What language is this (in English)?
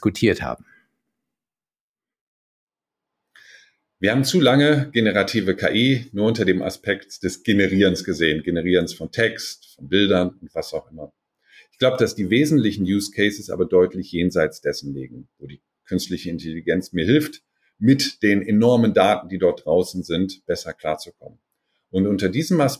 German